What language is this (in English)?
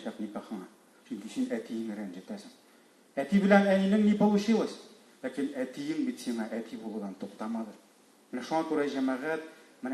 Tatar